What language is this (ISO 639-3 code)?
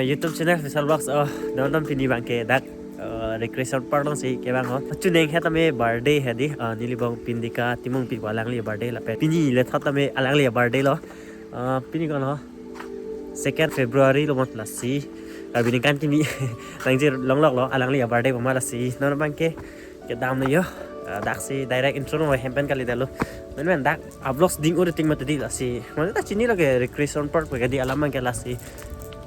mjw